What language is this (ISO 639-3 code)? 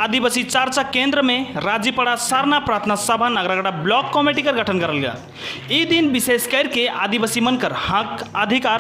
sck